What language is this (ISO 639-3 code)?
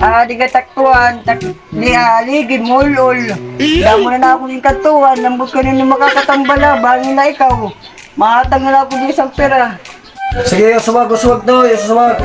war